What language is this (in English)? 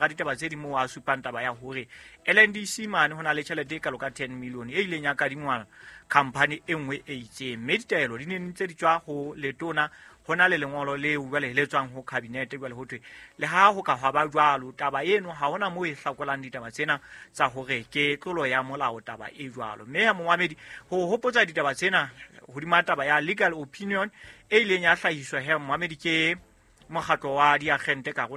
Southern Sotho